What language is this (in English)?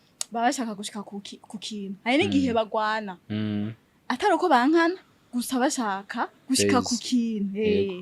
Rundi